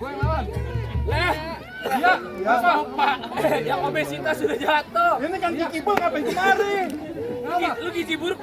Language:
Betawi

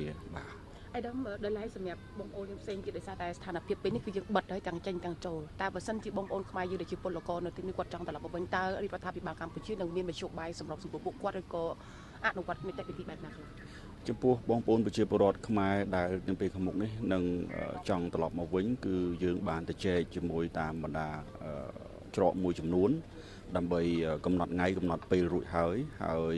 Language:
Khmer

